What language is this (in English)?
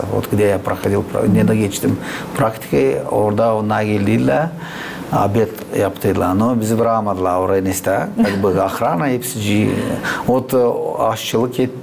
Gagauz